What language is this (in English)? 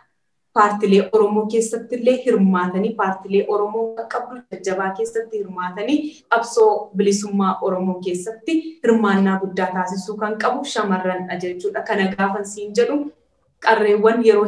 Oromo